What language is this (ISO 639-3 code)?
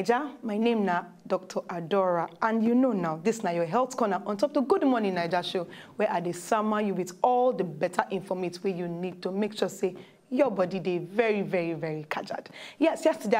pcm